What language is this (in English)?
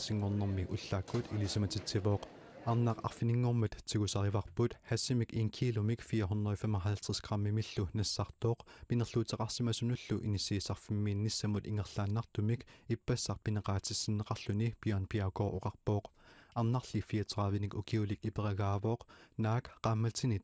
Kalaallisut